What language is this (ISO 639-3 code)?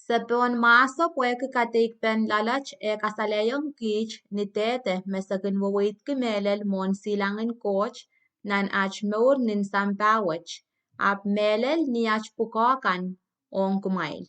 pon